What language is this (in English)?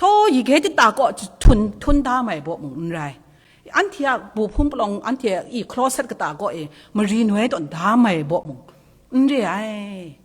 Kachin